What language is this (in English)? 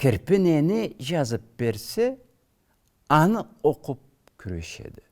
Karachay-Balkar